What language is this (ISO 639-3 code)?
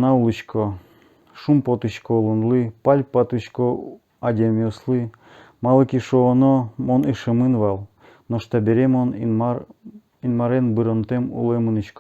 udm